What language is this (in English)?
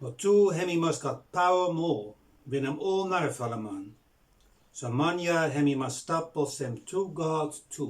Bislama